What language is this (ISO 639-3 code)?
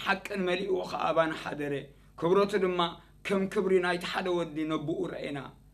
tir